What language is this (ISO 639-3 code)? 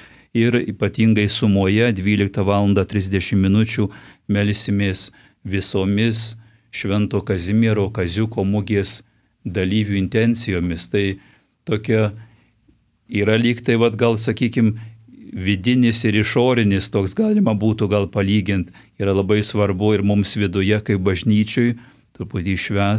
lit